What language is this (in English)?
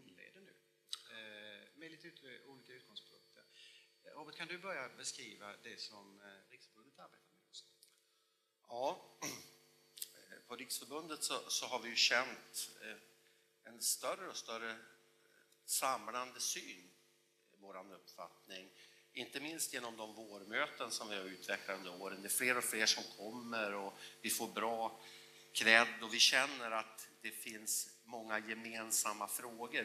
Swedish